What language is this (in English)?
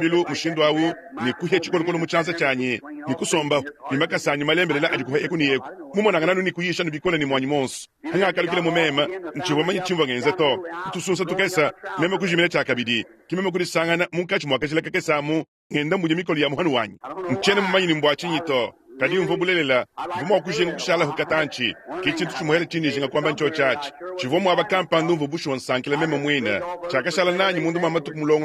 Luba-Lulua